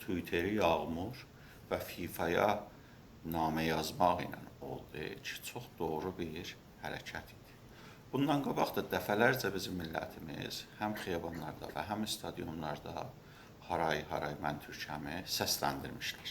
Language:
South Azerbaijani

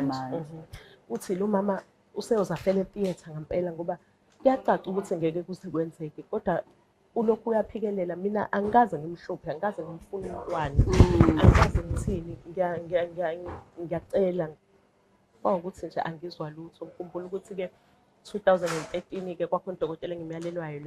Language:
Zulu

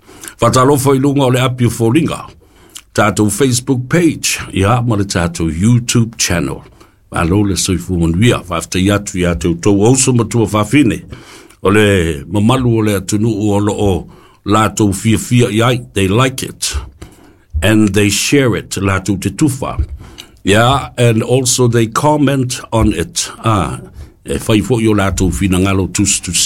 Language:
Samoan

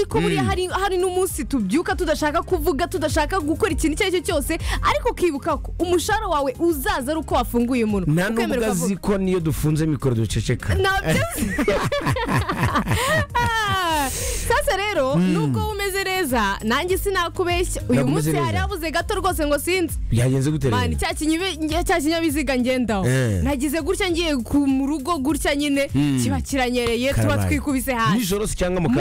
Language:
Kinyarwanda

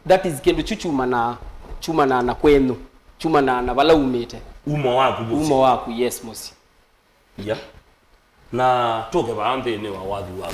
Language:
Kamba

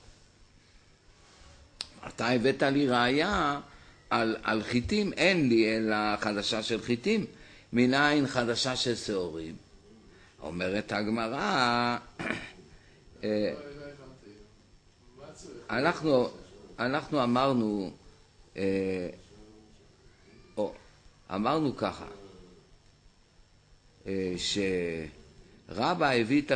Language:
Hebrew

